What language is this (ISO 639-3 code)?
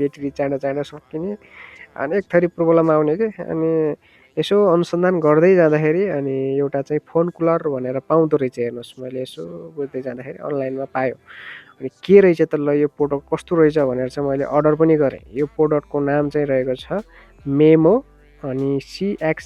nep